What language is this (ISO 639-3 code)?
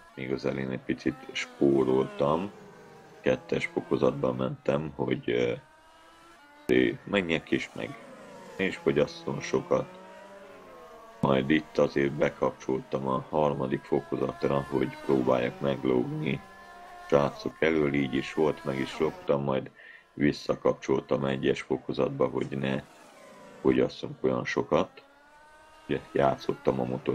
hun